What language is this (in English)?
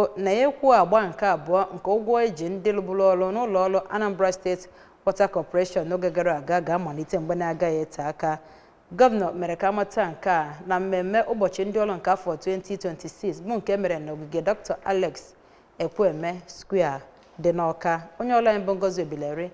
Igbo